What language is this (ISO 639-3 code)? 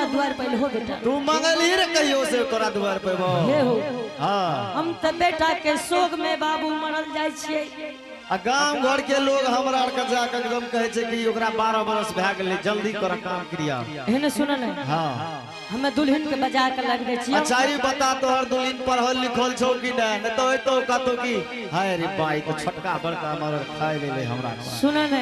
anp